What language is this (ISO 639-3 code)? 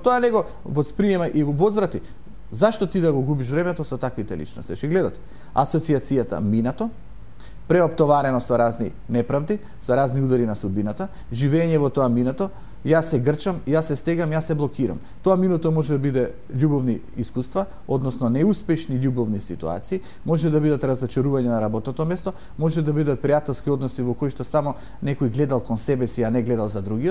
mkd